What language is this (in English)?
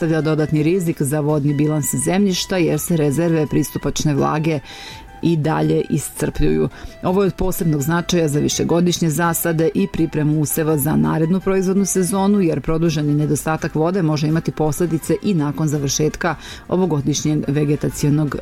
Serbian